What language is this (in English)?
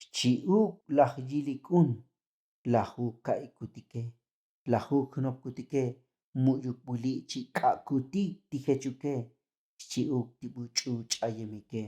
Tzotzil